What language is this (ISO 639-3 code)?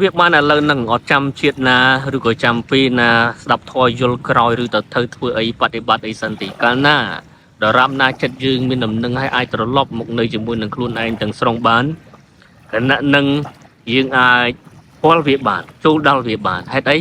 khm